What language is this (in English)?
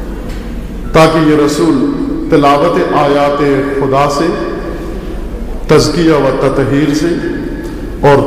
Urdu